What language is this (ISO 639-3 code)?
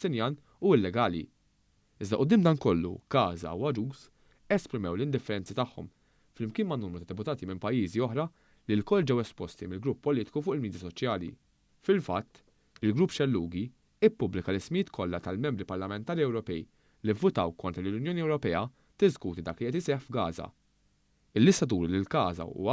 mlt